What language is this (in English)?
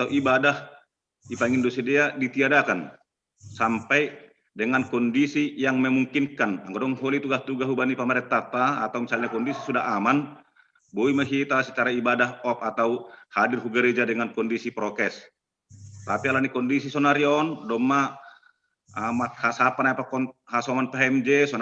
Batak Simalungun